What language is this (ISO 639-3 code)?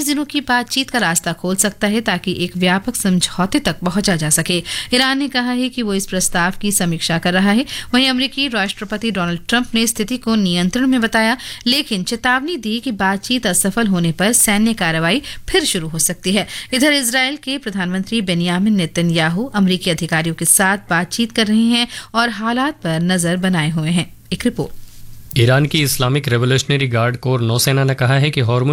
hin